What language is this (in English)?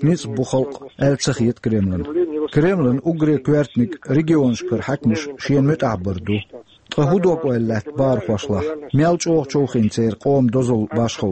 Chechen